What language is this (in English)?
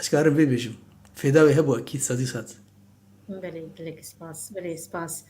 Kurdish